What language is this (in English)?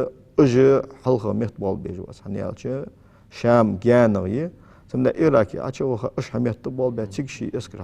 Ingush